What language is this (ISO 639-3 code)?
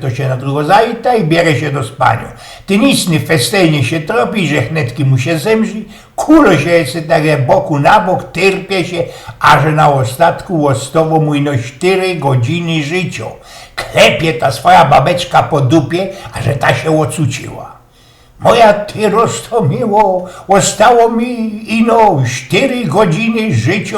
szl